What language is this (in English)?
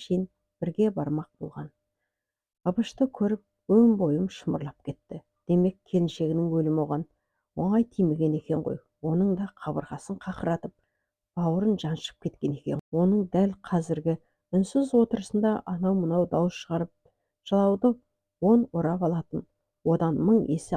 Kazakh